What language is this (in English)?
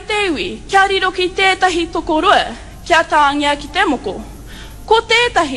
Māori